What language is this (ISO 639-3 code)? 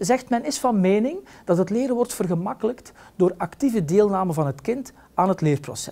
nld